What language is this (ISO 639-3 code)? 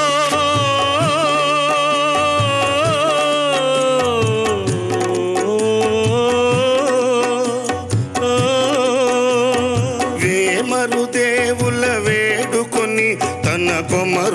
tel